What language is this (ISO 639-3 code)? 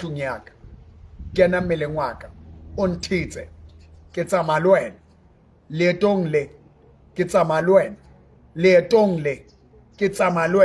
sot